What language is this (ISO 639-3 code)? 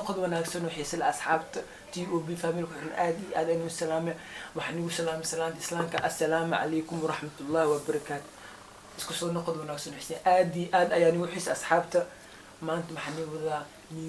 som